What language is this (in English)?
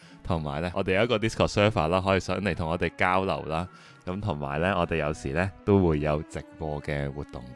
Cantonese